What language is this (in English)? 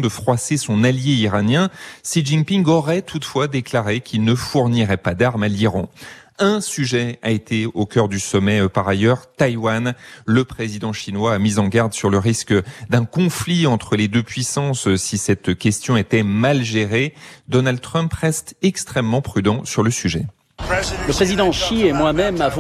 French